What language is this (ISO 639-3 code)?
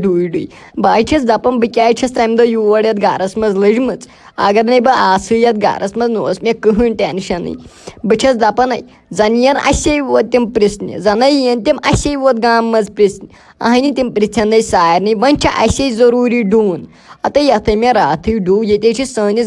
kas